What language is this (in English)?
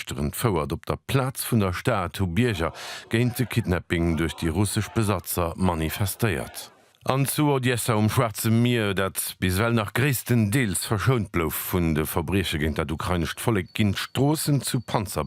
Luxembourgish